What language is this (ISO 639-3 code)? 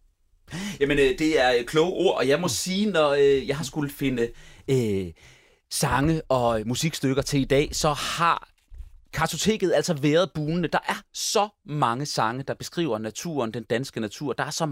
dan